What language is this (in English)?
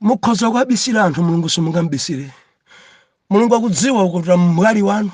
Nyanja